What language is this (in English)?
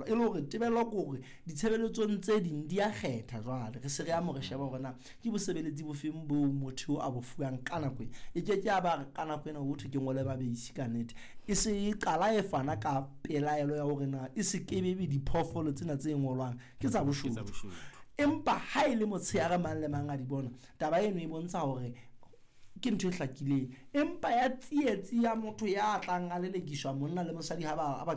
Southern Sotho